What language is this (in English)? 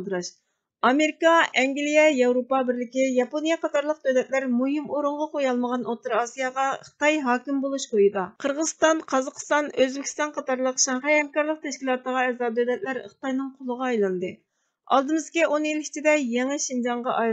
Uyghur